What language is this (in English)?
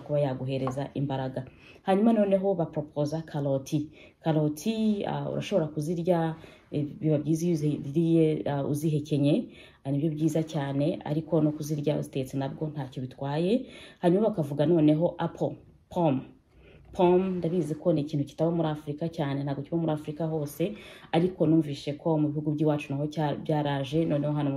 Kinyarwanda